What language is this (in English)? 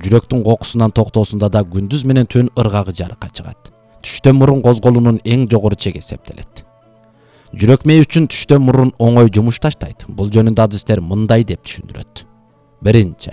Kyrgyz